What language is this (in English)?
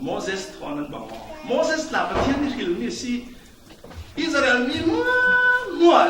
Falam Chin